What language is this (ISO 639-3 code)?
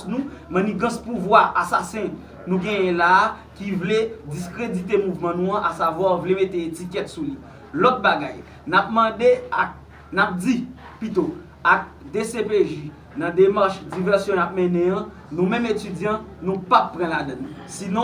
hat